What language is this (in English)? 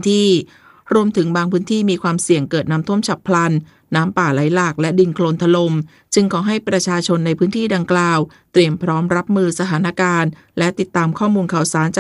Thai